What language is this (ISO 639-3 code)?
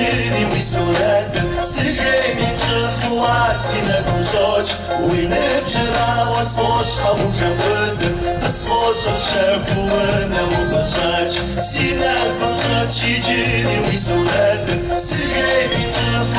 kbd